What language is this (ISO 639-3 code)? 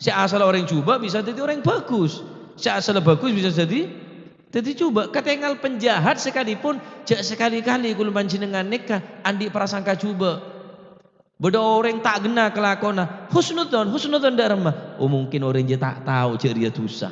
mad